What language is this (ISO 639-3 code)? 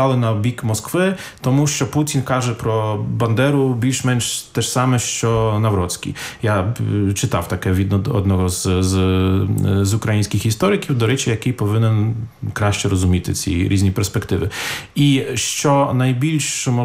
ukr